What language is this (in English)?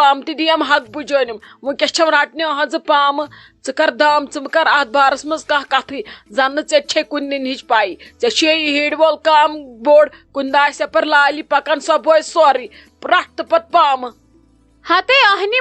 Kashmiri